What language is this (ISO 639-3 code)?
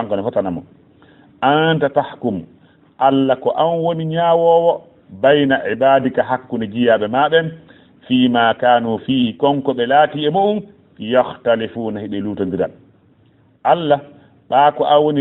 ful